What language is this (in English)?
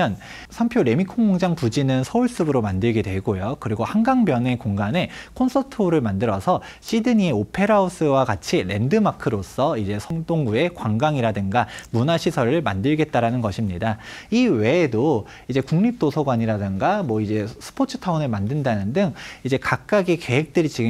Korean